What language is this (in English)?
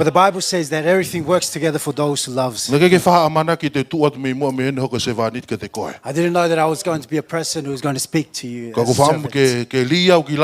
Tongan